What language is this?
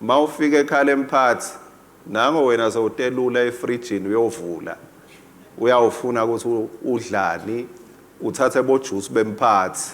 Swati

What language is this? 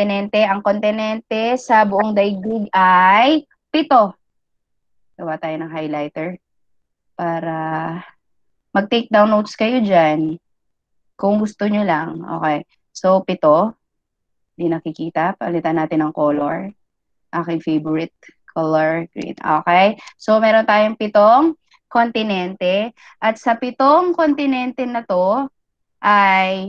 Filipino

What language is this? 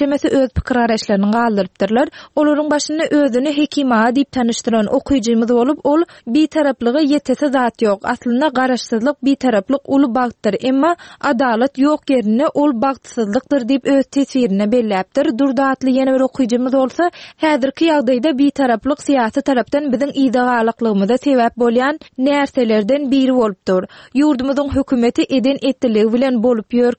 Turkmen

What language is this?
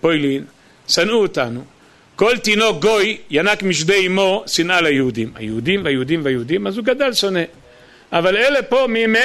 Hebrew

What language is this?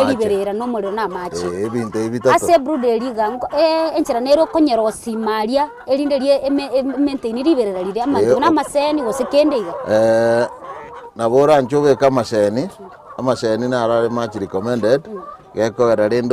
Gusii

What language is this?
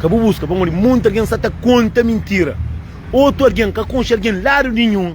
Kabuverdianu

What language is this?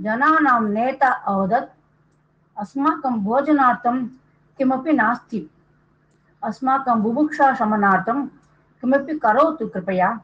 Sanskrit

